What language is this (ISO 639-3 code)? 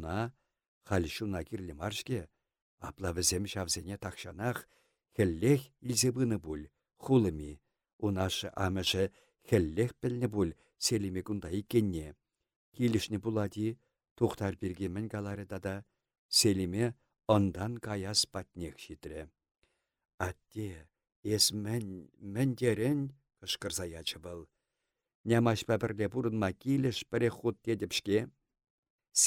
chv